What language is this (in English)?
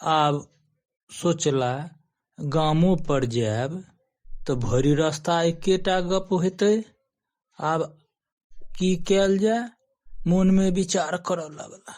Maithili